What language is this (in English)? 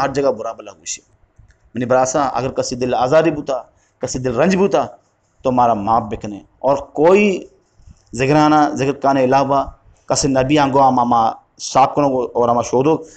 Eastern Balochi